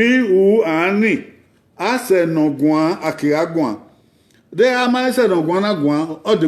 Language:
Bini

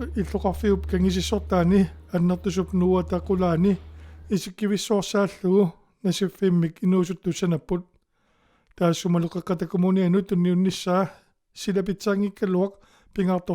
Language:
Kalaallisut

